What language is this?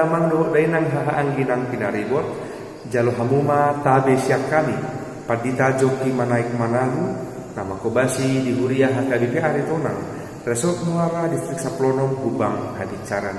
Batak Toba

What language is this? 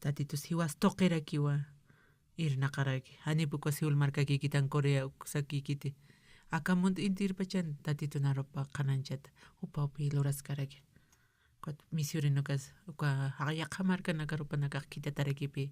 Aymara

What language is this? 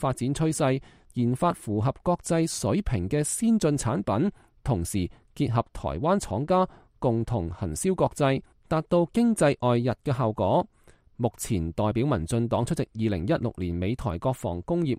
Cantonese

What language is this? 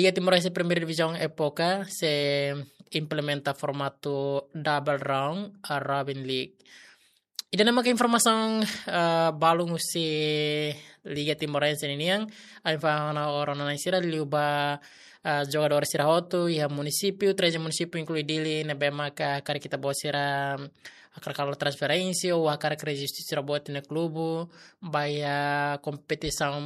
Tetum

